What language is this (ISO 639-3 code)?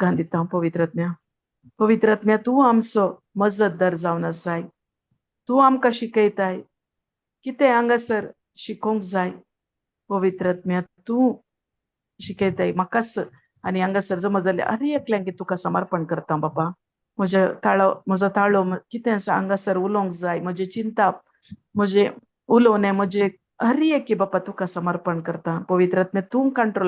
kok